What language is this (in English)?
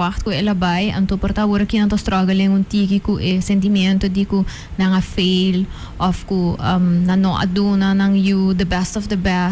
Papiamento